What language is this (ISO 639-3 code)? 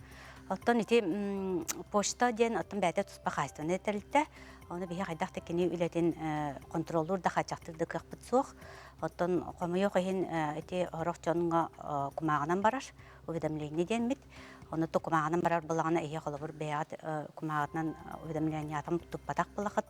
sah